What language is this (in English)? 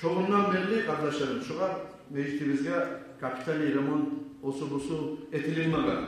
Kumyk